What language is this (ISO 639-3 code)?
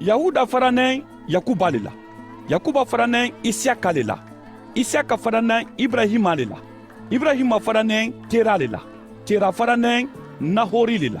man